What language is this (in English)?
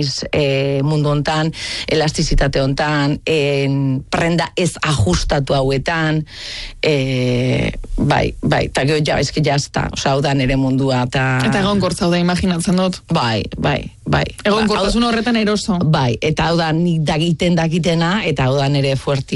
Basque